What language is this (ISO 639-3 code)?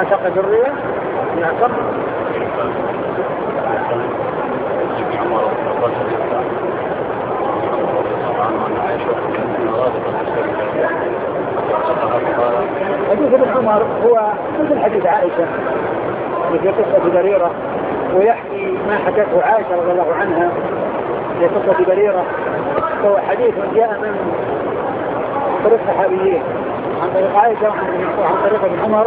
ara